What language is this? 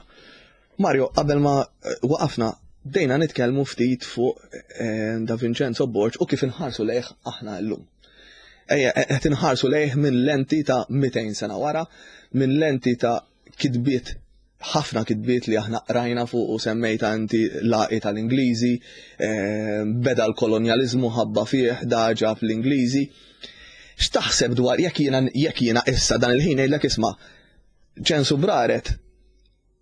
Maltese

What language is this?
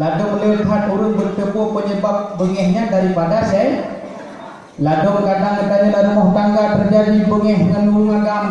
Achinese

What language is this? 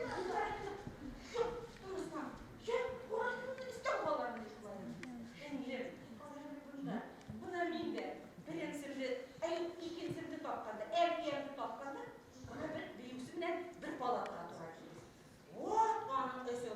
Bashkir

